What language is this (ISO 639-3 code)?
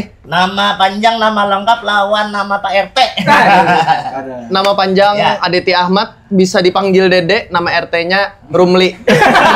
bjn